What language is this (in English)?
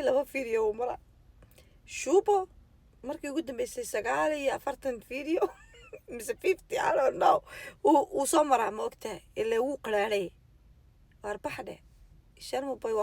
Somali